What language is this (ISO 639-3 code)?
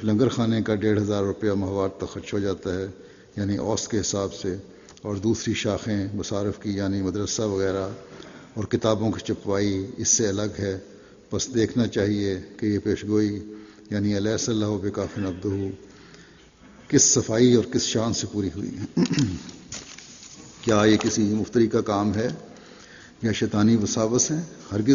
urd